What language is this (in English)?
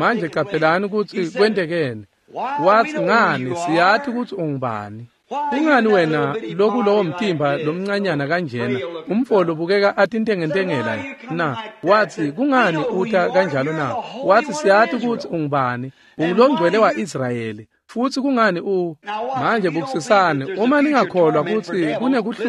Swati